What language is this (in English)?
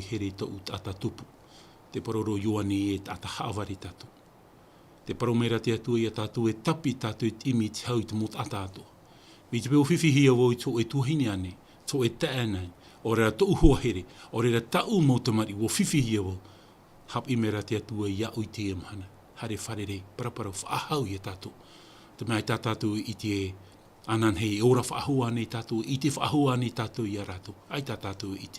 Tahitian